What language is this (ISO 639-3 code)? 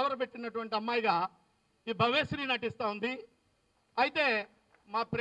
tel